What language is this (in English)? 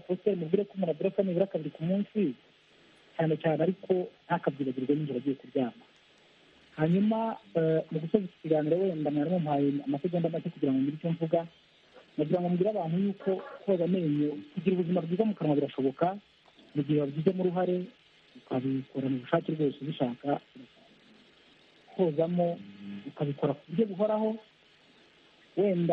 Kinyarwanda